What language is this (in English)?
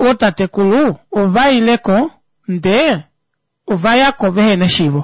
Kuanyama